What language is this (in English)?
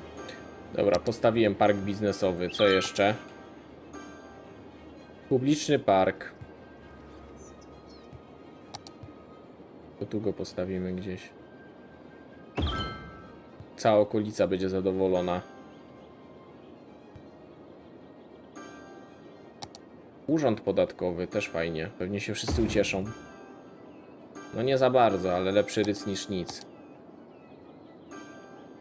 Polish